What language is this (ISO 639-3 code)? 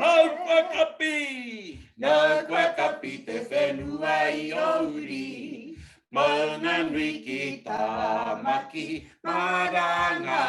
mri